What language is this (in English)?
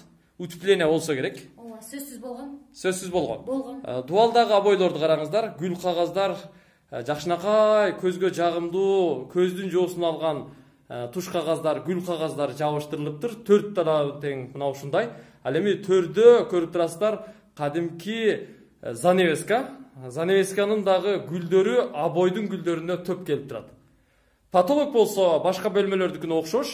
Kyrgyz